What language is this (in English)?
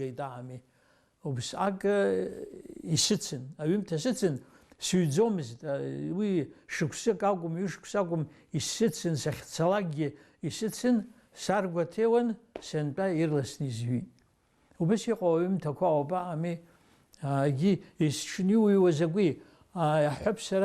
Abkhazian